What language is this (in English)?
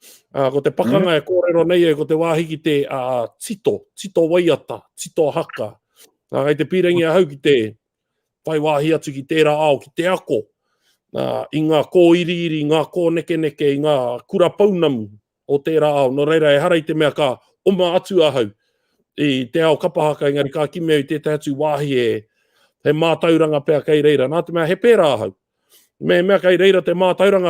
Māori